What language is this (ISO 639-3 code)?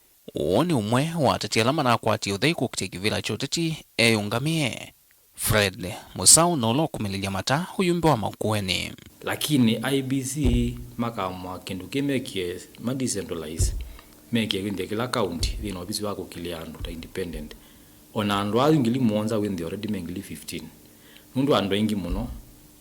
kam